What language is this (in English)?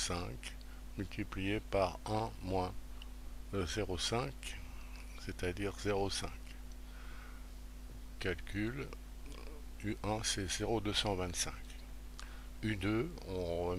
French